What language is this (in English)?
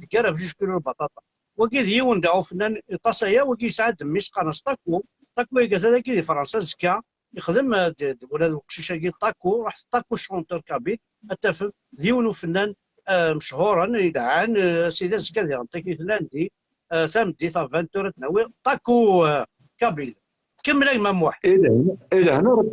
Kabyle